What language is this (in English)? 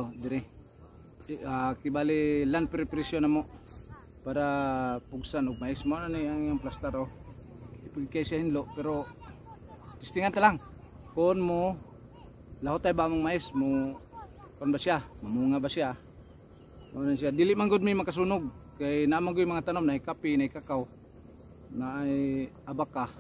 Cebuano